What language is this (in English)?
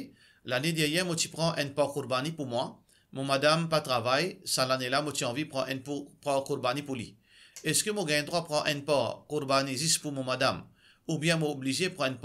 Morisyen